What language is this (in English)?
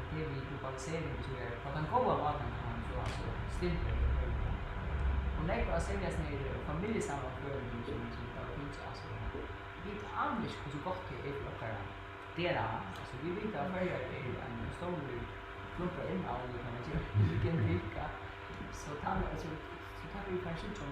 Faroese